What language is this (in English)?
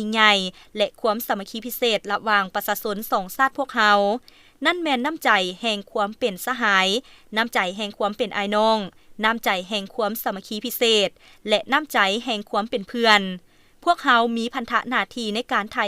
Lao